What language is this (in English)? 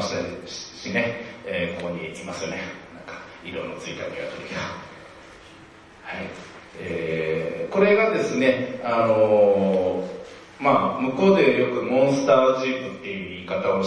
Japanese